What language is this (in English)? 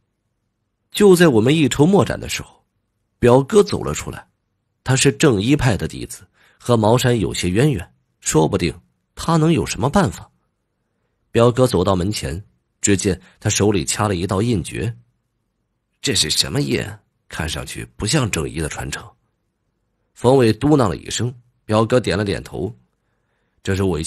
Chinese